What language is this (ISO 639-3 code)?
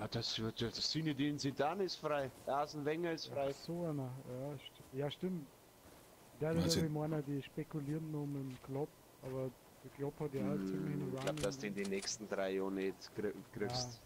bar